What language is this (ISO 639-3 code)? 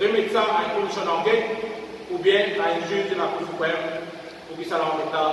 mfe